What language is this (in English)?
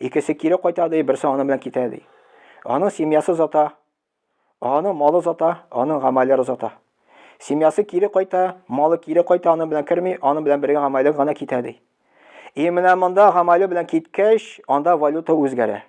Tatar